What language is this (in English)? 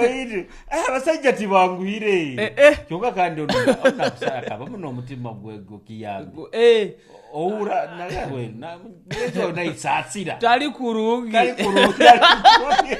Nyoro